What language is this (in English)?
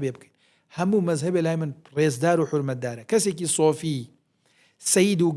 Central Kurdish